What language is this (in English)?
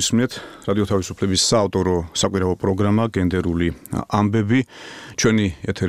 Georgian